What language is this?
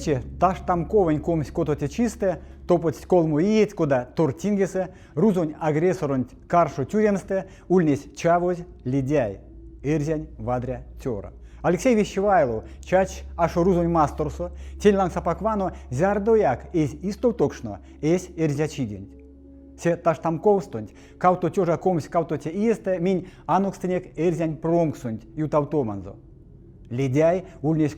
Erzya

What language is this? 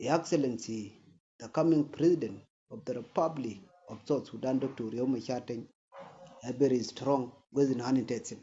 Nuer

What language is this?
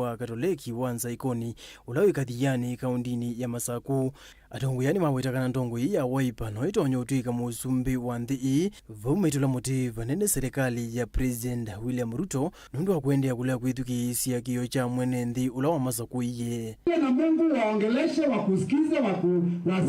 Kamba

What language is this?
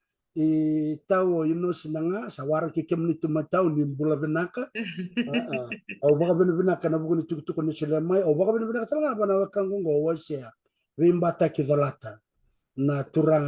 Fijian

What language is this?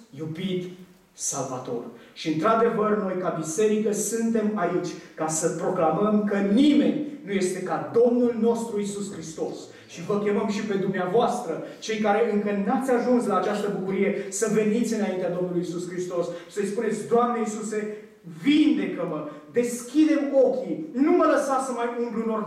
Romanian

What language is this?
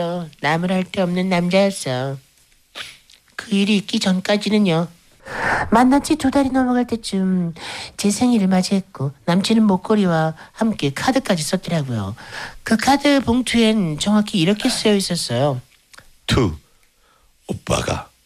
Korean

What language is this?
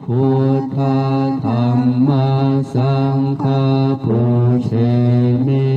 Pali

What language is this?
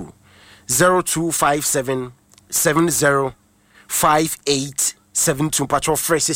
Akan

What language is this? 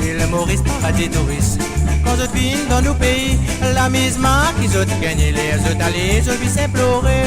Morisyen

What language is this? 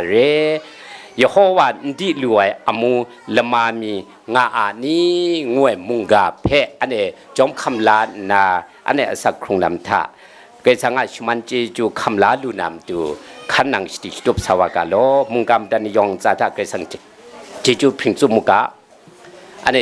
Kachin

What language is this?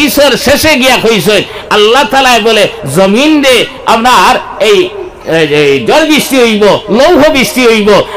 Sylheti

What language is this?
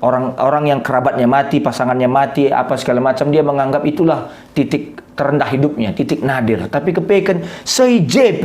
Batak Karo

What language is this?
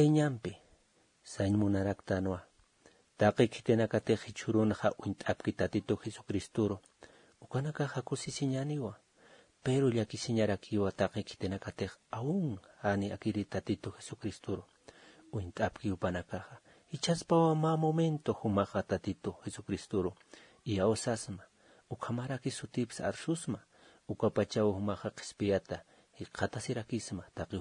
Aymara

